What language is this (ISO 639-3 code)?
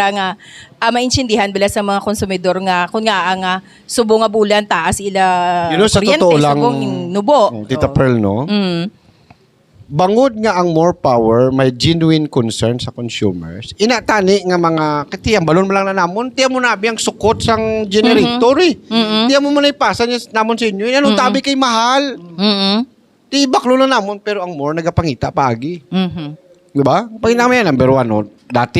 hil